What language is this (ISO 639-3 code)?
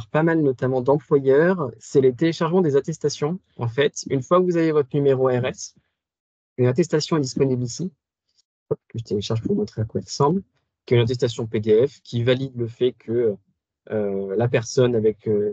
fra